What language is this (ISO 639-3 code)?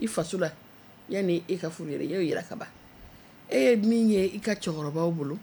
bam